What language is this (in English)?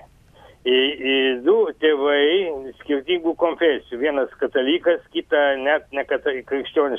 Lithuanian